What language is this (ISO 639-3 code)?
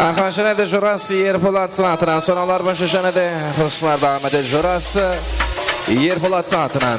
kaa